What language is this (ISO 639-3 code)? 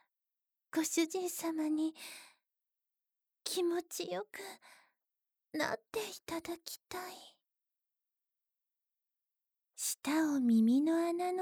jpn